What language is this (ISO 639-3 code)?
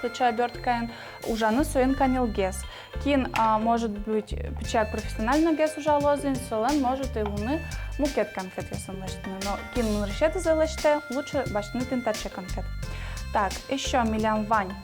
udm